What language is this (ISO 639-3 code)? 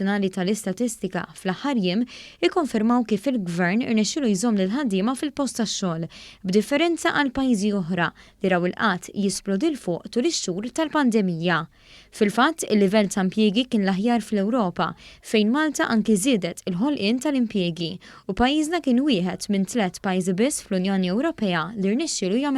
mlt